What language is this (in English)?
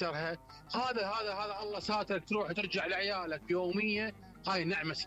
Mesopotamian Arabic